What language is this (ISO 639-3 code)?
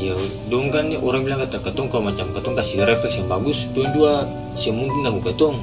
abs